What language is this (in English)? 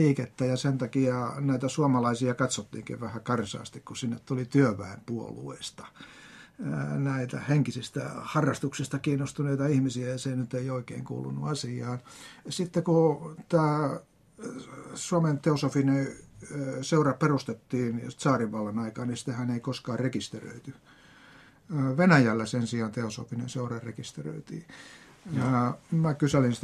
Finnish